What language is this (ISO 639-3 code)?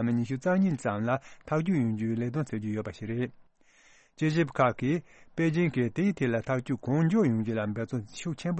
bod